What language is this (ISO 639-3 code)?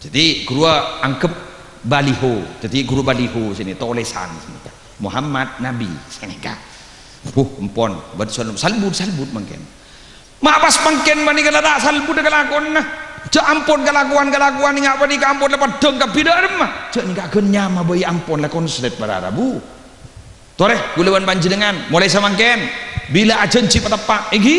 mad